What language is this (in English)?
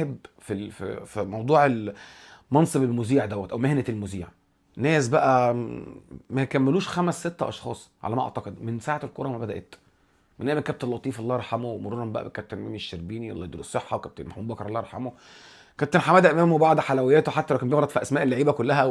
Egyptian Arabic